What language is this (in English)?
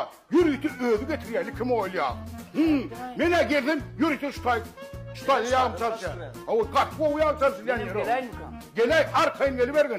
Turkmen